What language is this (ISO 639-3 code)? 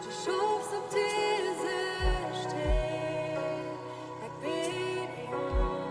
pdt